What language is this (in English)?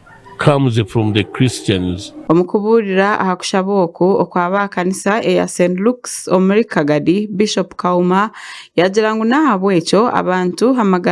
Nyankole